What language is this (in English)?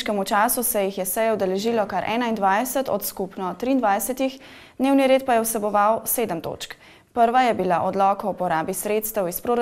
Slovenian